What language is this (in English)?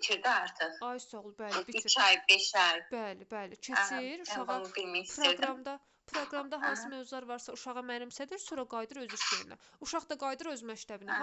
Azerbaijani